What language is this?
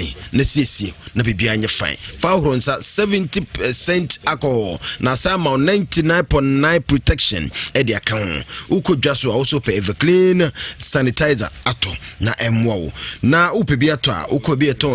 Akan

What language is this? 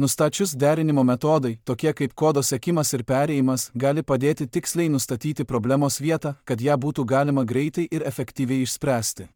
Lithuanian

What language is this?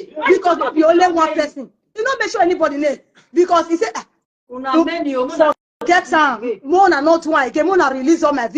Nigerian Pidgin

